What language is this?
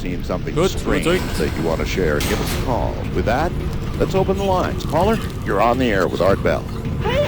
Bavarian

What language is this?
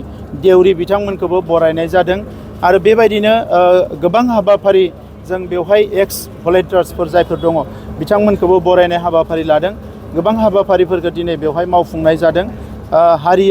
Bodo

